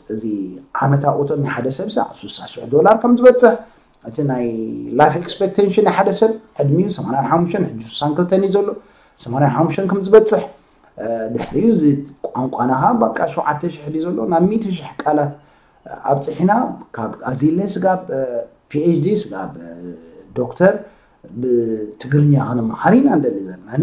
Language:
Tigrinya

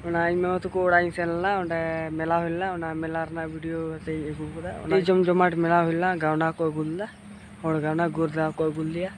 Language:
Santali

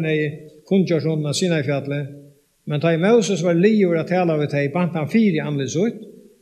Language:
Faroese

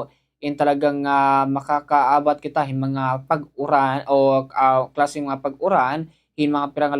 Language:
Waray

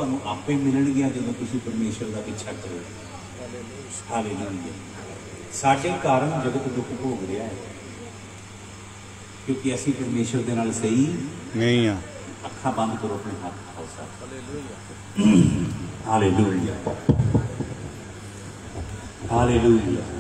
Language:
Punjabi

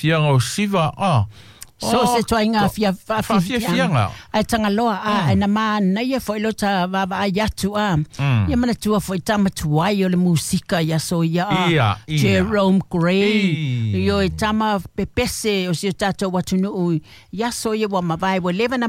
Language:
Samoan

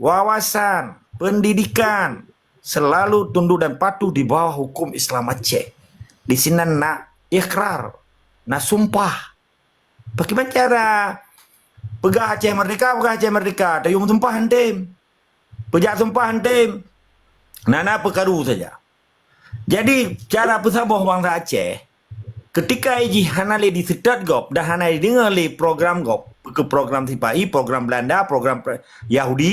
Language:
Achinese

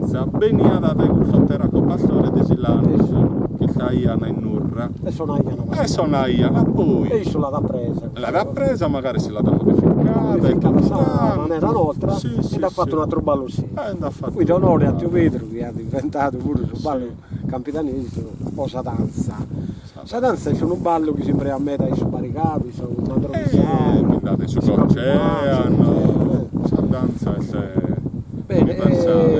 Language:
Sardinian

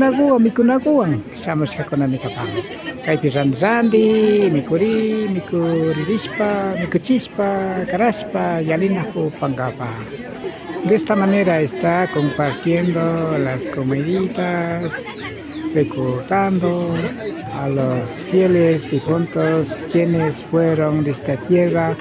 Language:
Imbabura Highland Quichua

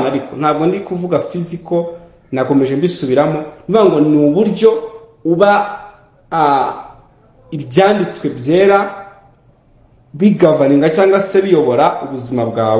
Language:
Kinyarwanda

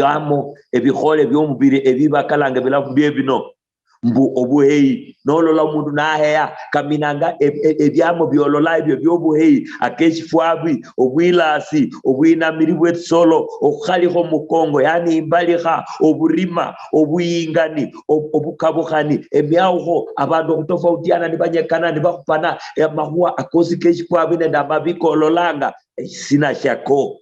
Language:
Luyia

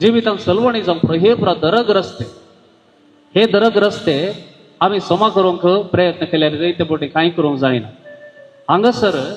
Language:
Konkani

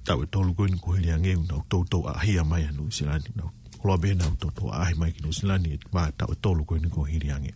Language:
Tongan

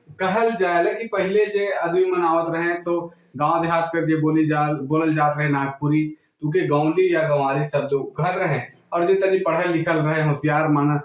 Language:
Sadri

